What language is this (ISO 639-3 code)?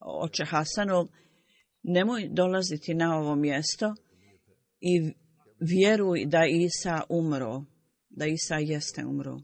bos